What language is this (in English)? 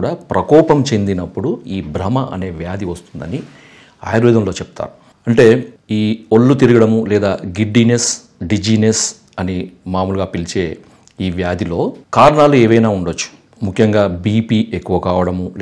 Telugu